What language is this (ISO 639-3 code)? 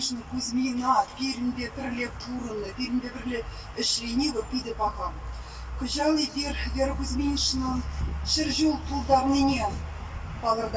chv